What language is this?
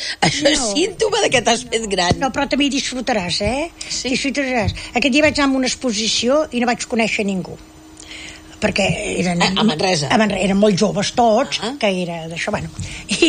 Catalan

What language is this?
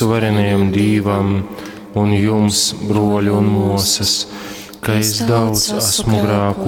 Latgalian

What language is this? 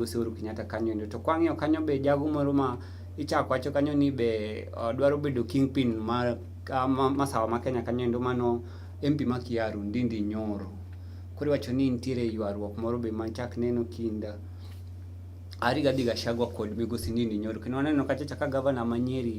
Luo (Kenya and Tanzania)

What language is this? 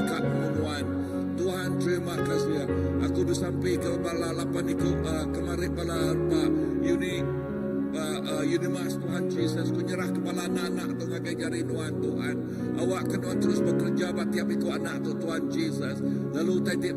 Iban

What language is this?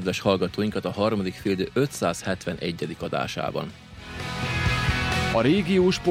Hungarian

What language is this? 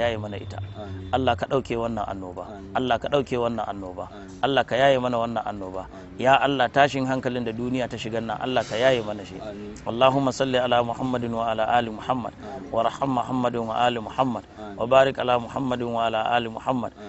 Hausa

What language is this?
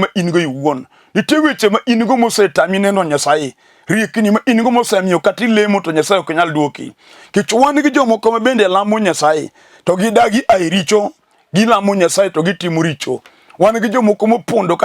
Luo (Kenya and Tanzania)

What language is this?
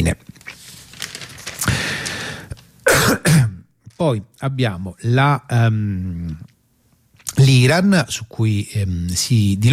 Italian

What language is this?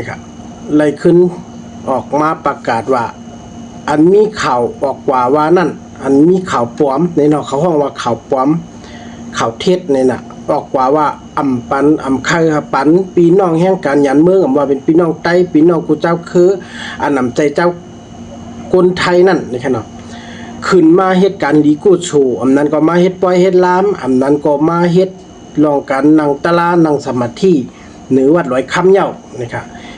Shan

